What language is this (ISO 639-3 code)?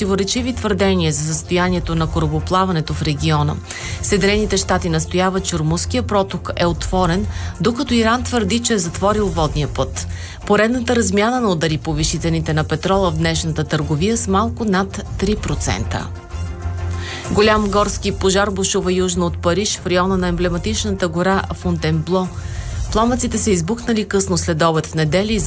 bul